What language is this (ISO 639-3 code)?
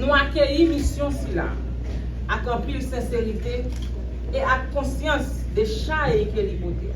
hat